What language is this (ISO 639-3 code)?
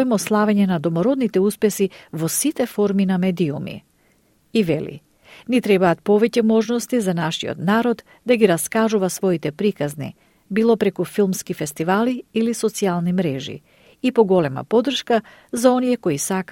mkd